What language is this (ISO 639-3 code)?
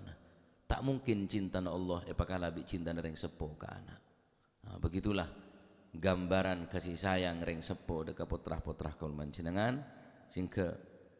mad